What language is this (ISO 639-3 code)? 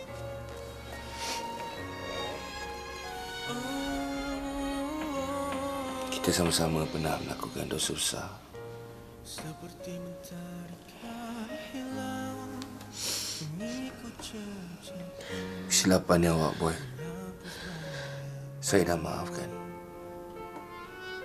msa